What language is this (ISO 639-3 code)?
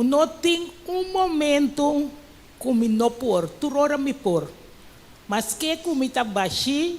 pap